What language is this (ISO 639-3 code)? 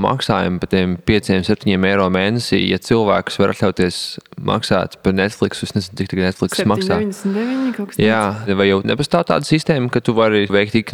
lav